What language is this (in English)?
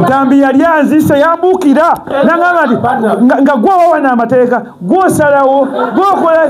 Ganda